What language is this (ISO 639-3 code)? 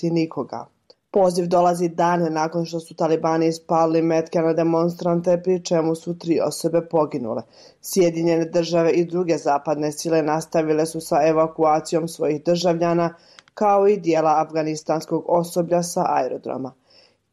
bos